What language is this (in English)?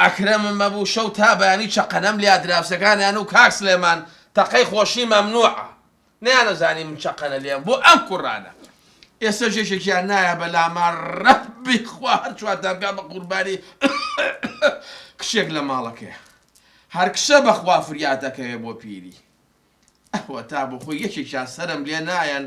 Central Kurdish